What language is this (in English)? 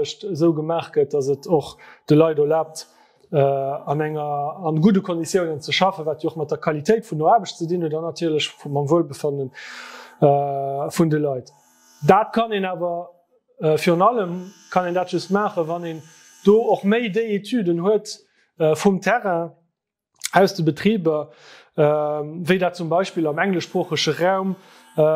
Luxembourgish